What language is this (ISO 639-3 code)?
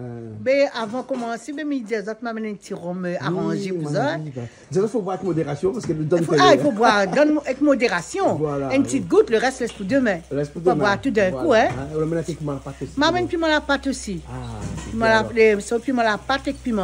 rcf